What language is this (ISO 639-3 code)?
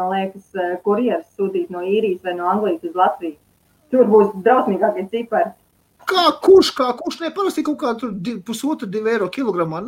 lav